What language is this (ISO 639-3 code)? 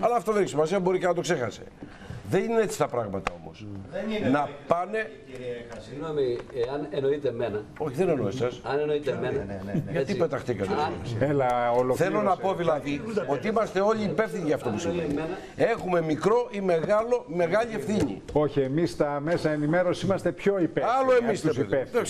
ell